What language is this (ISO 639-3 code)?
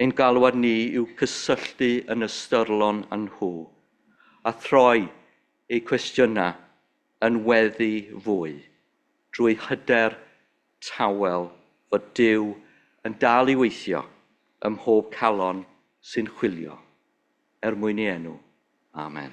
cym